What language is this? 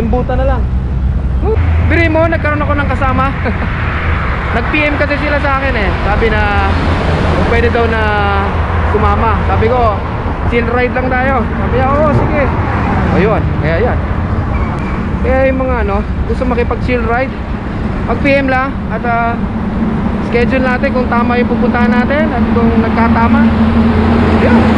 Filipino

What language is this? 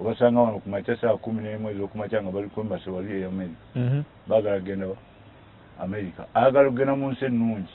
Ganda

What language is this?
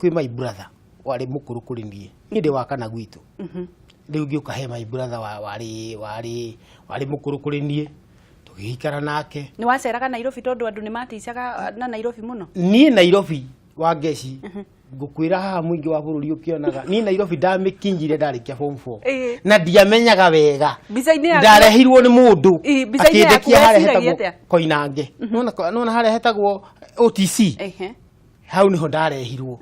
Kikuyu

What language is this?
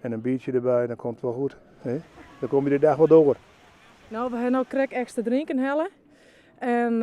Western Frisian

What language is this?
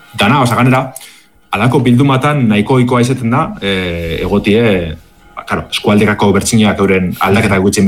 Basque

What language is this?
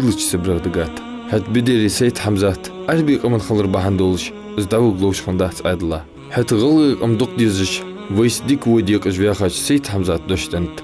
Ingush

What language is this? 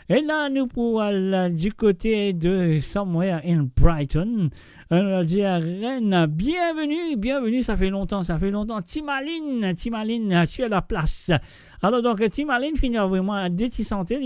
Morisyen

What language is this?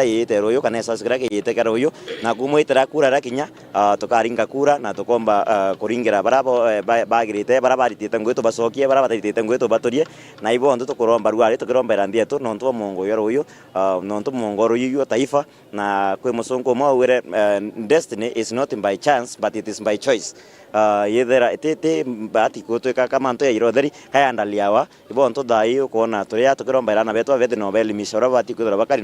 Meru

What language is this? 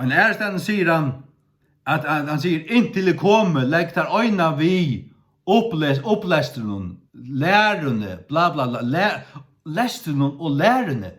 Faroese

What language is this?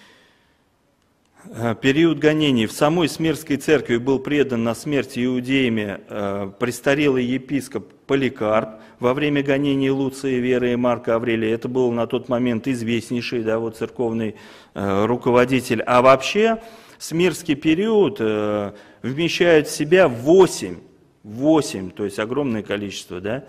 Russian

